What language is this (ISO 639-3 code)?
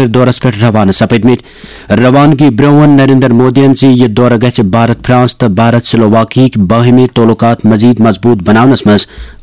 kas